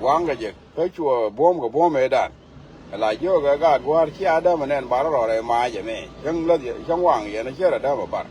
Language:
Nuer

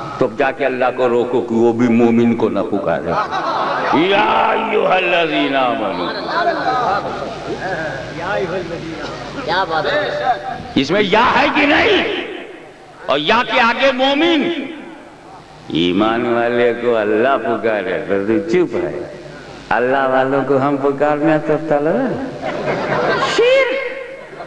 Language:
Urdu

